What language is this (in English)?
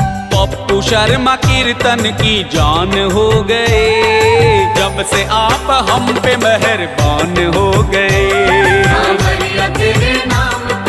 Hindi